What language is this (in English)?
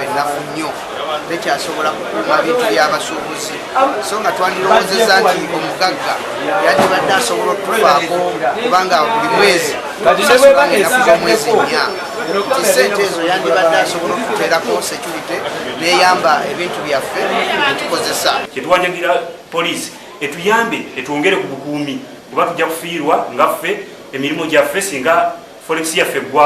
Ganda